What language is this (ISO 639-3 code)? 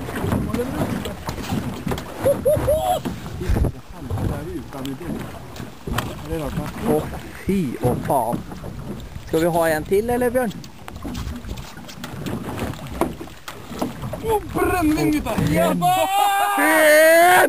nor